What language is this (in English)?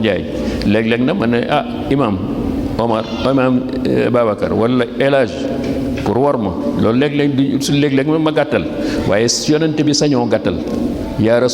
Wolof